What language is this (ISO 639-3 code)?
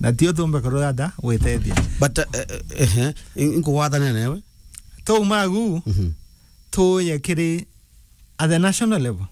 mer